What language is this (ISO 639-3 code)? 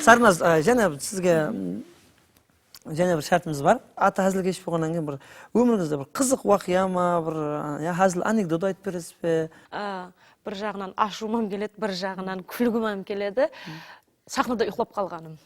kaa